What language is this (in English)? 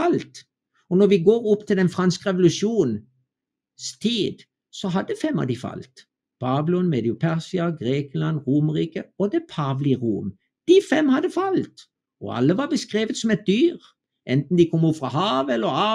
Norwegian